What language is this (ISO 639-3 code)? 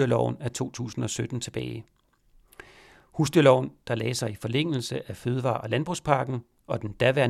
dan